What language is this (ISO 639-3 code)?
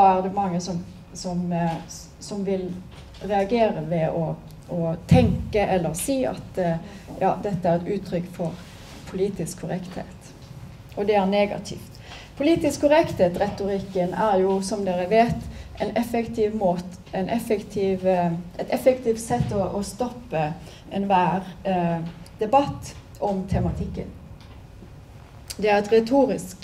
nor